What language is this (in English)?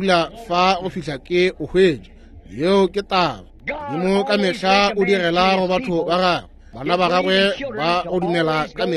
Northern Sotho